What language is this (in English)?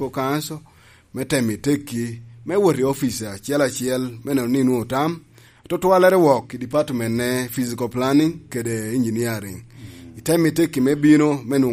Lango (Uganda)